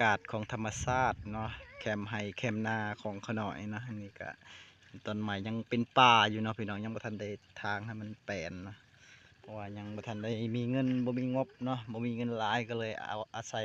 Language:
Lao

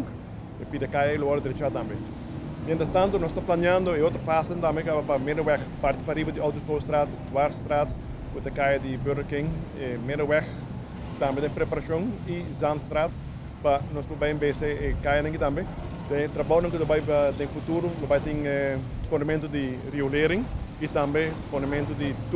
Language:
Papiamento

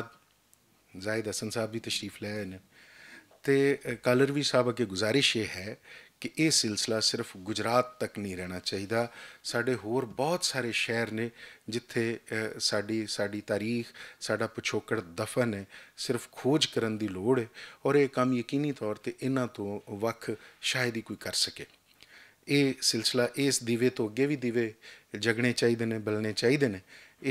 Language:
Western Panjabi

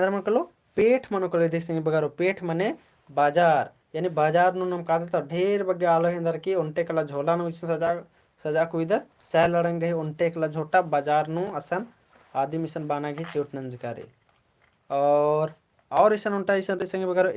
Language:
Kurukh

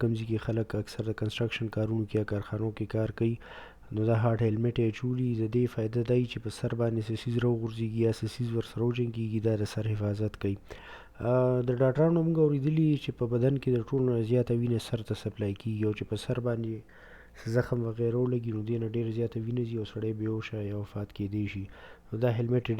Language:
Pashto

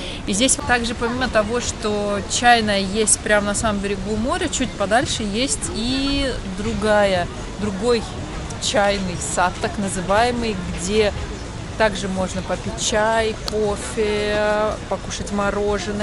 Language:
Russian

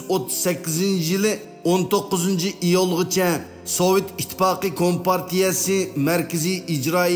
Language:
Uyghur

